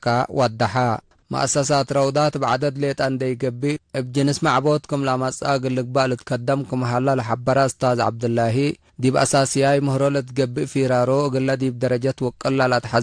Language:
Tigre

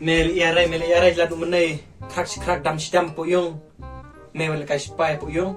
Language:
Khasi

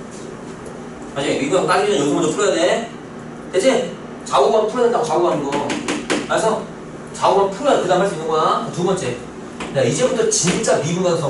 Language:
Korean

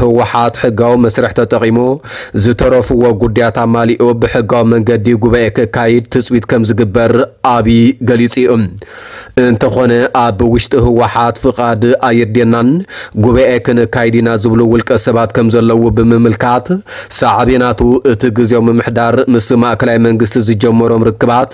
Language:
Tigrinya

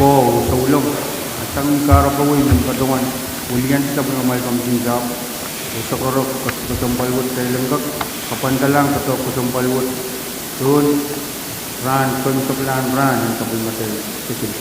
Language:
Pohnpeian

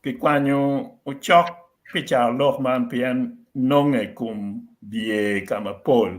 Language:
Acoli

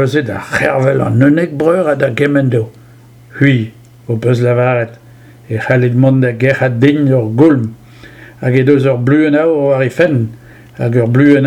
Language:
Breton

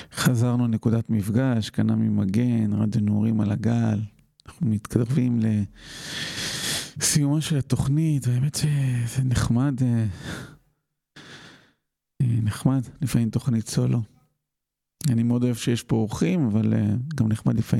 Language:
Hebrew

